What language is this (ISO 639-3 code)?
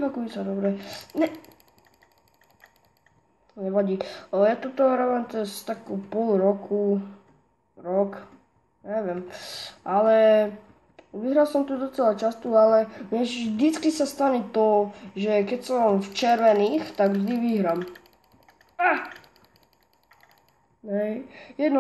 slk